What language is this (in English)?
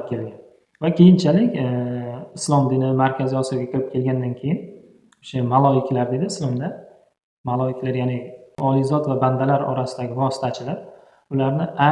Uzbek